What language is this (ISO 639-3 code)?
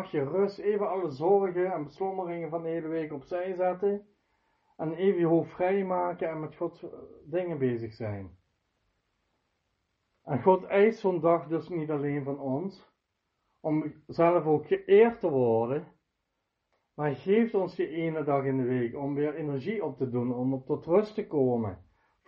nld